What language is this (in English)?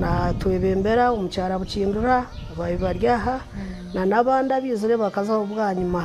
Nyankole